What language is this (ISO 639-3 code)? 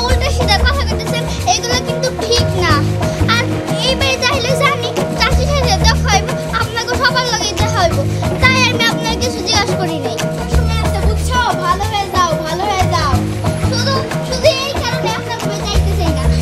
ben